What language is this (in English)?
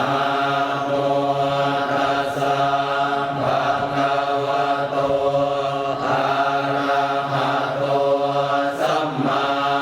Pali